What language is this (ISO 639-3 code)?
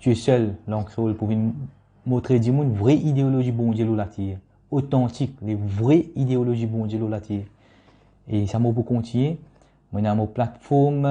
mfe